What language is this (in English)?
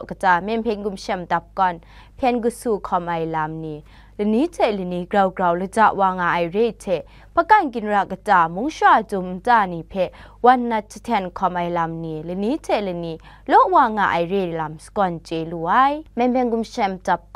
Kachin